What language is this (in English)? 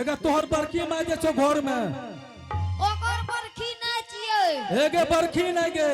Angika